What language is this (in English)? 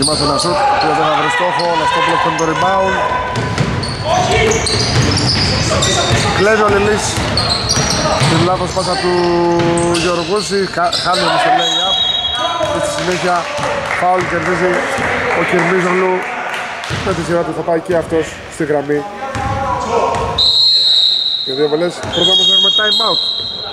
Greek